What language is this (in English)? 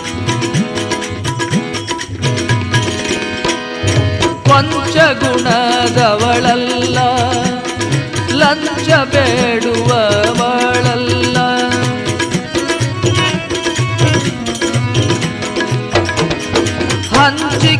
Kannada